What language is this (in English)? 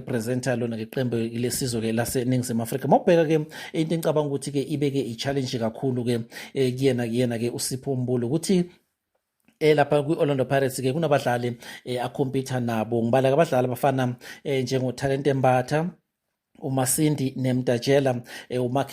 Zulu